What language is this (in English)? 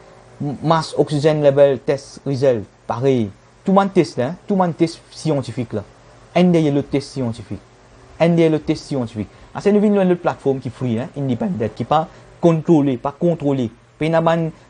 Morisyen